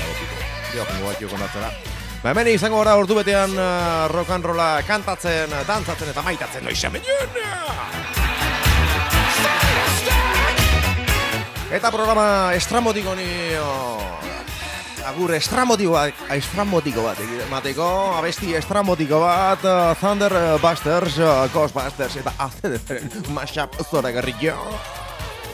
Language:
Basque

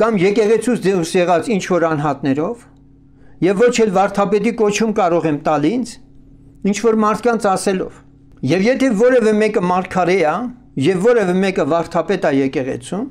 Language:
Armenian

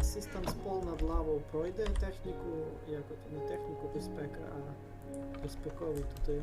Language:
Rusyn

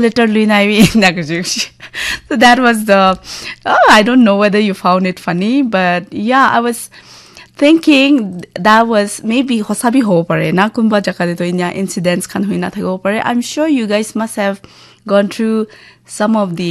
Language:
Naga Pidgin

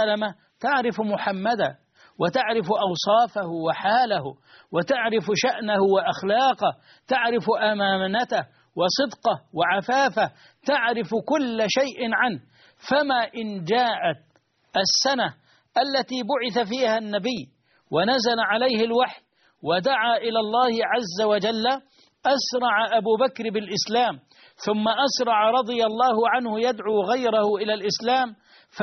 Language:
Arabic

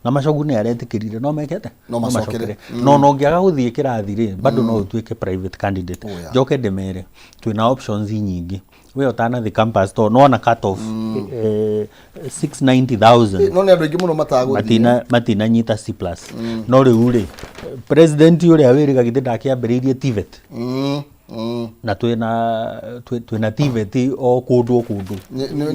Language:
Kikuyu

